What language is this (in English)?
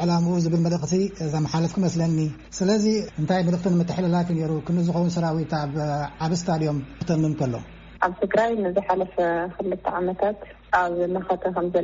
Tigrinya